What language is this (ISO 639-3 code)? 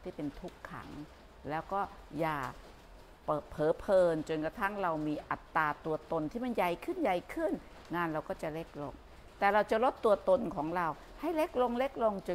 tha